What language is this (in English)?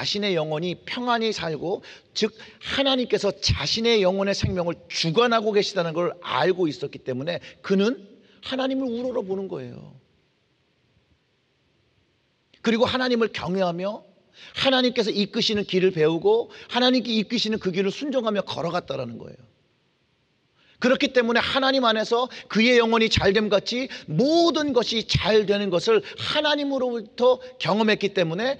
Korean